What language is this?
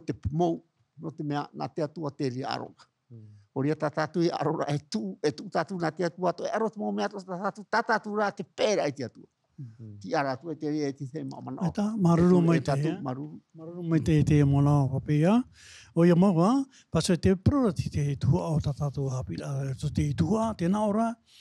Tahitian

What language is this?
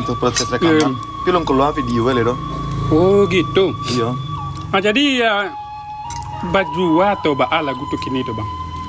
Minangkabau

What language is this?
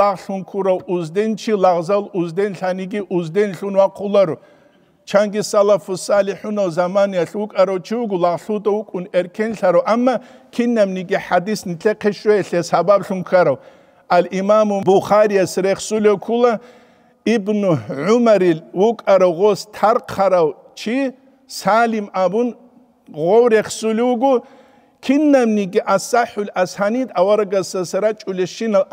Avaric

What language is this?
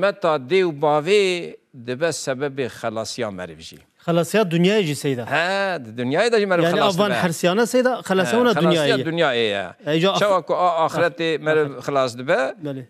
Kurdish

